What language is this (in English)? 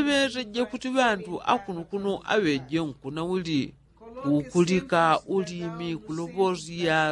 Yao